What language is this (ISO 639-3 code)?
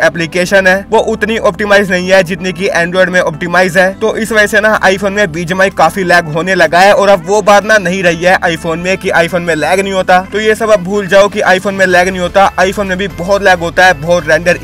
hin